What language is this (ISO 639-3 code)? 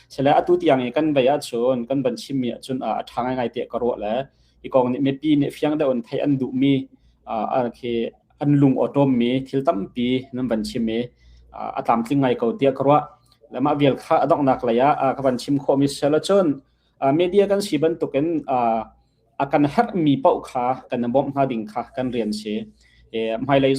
cnh